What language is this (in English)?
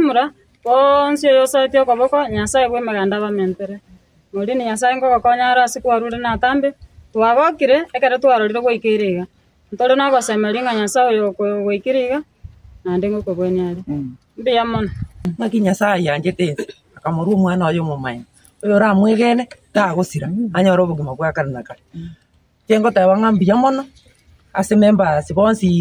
Gusii